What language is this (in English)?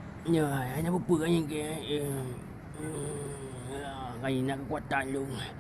Achinese